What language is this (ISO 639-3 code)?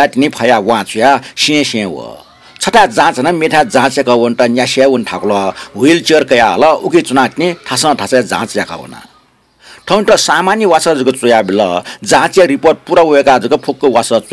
new